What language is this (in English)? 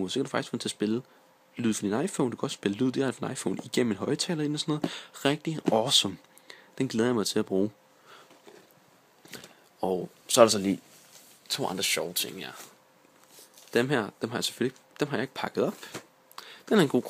Danish